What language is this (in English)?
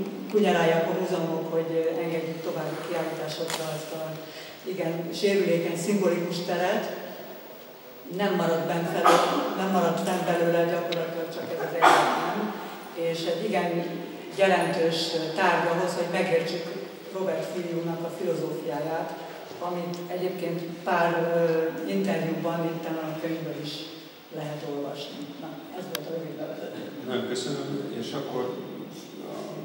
Hungarian